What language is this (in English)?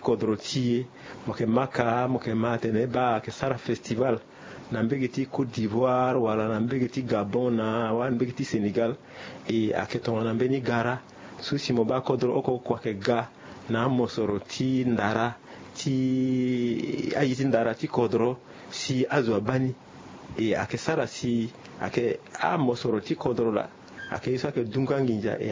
Sango